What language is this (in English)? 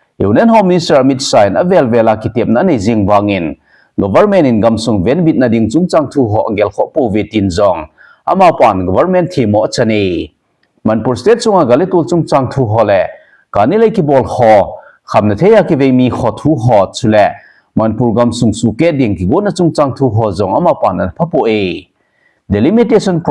Thado Chin